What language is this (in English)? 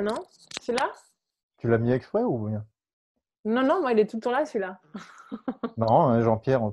French